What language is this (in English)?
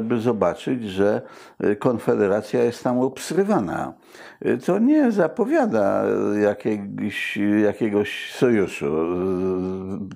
Polish